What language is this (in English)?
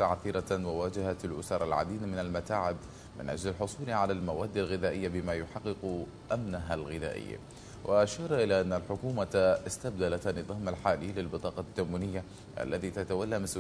Mesopotamian Arabic